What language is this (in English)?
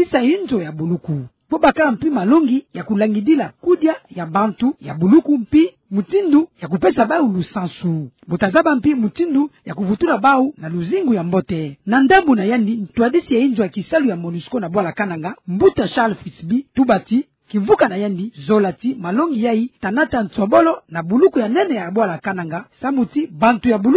Kituba (Democratic Republic of Congo)